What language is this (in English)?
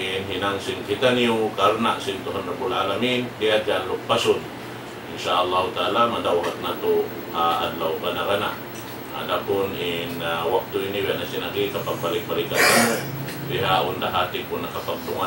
Tausug